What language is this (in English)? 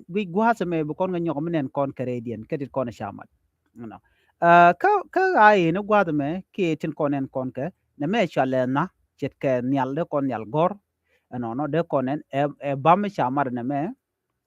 Nuer